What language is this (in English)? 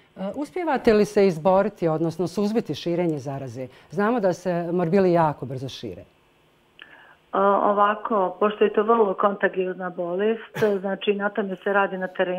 Bosnian